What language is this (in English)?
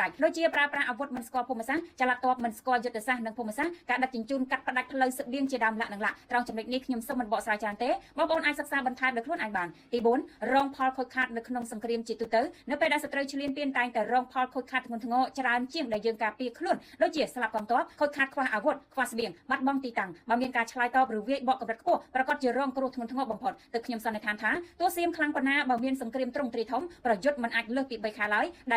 Khmer